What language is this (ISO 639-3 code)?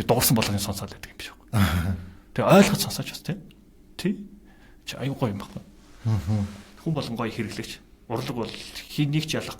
mon